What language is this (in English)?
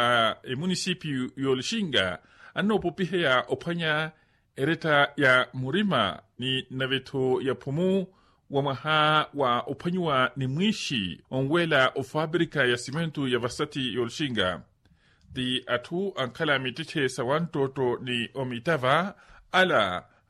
Makhuwa